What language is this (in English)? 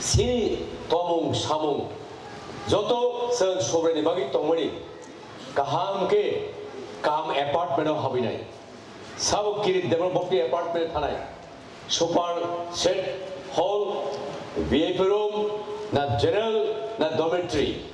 Kok Borok